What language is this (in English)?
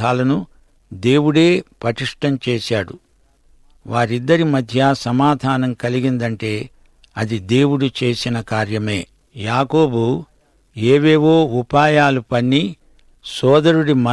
Telugu